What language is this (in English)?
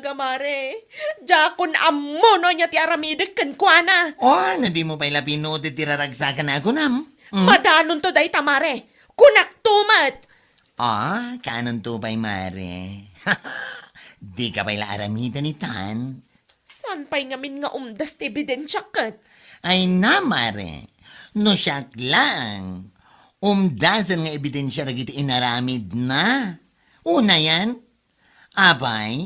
Iloko